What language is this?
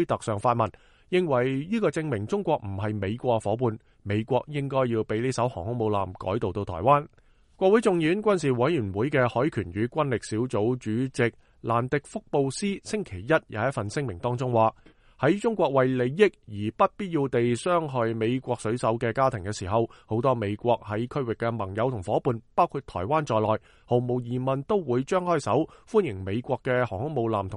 Cantonese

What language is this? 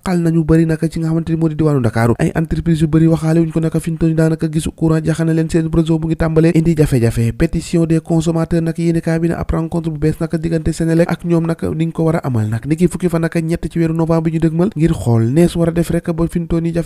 Wolof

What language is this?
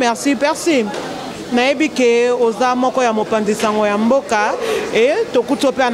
Lingala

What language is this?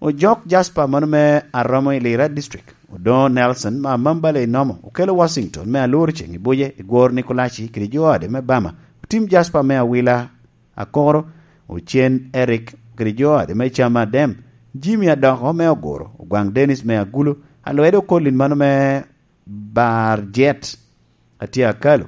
Lango (Uganda)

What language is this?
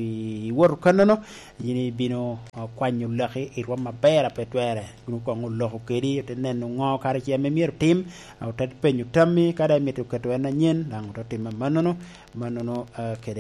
Lango (Uganda)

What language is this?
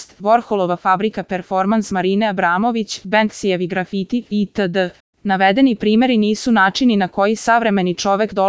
Serbian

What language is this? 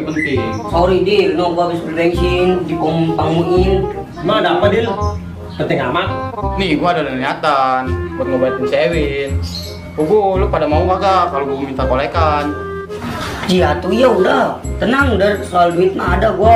Betawi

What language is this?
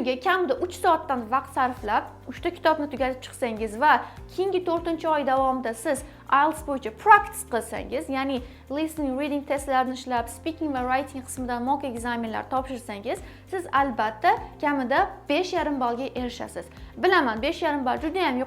Uzbek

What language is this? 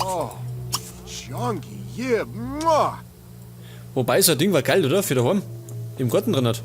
Bavarian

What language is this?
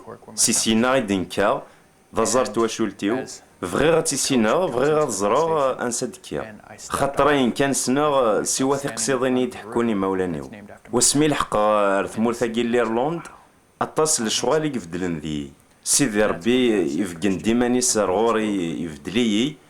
Kabyle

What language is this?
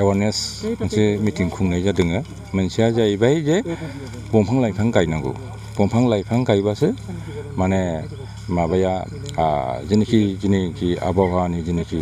Bodo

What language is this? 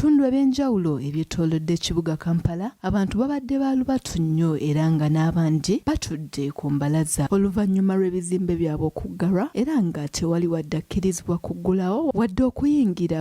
Ganda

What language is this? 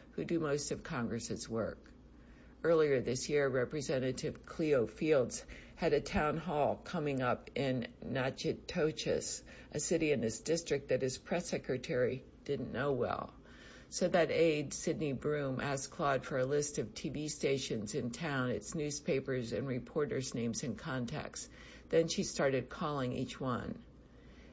English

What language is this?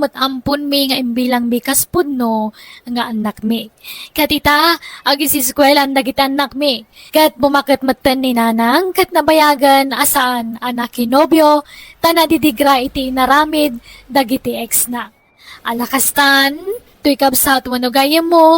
Iloko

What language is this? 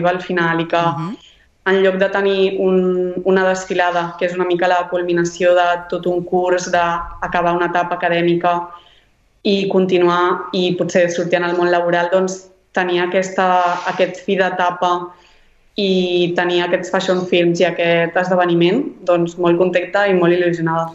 Catalan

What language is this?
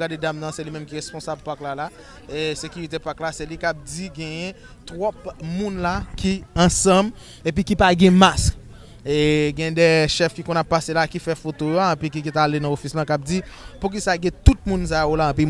Haitian Creole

